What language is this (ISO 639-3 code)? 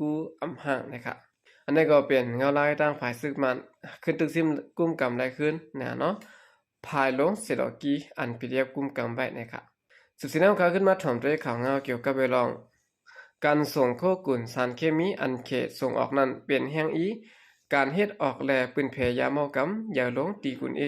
shn